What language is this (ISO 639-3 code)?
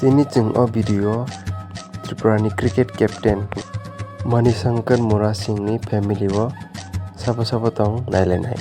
trp